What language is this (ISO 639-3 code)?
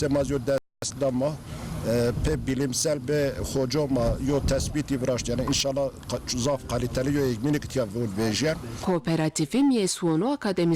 zza